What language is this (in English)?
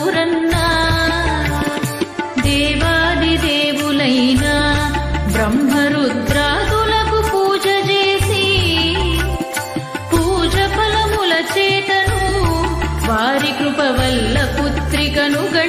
Telugu